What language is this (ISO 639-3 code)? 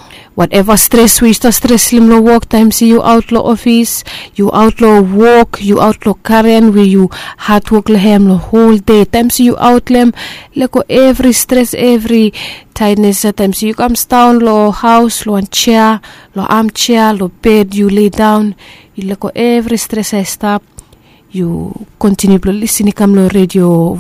bis